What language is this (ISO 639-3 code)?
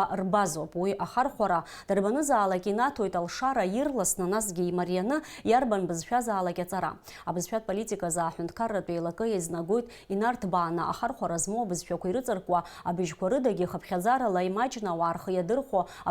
abk